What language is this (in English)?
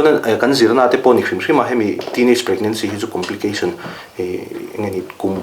Mizo